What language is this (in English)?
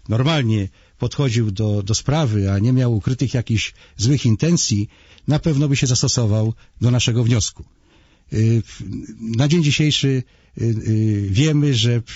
Polish